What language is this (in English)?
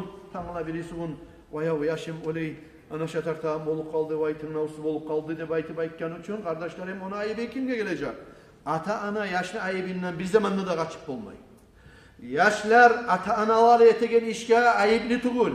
Kumyk